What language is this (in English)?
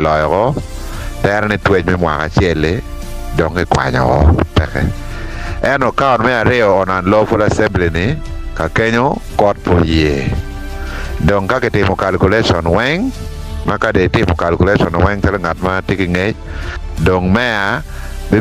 Acoli